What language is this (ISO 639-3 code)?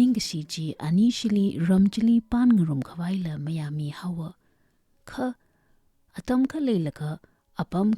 nmf